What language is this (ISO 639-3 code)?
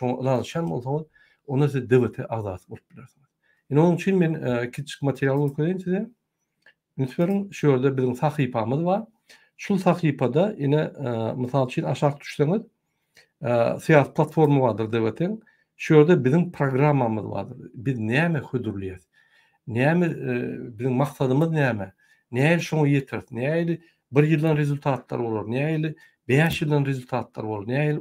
tuk